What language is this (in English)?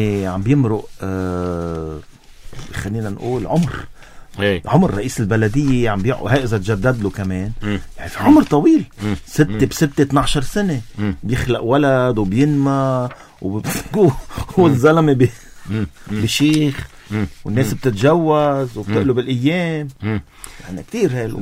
North Levantine Arabic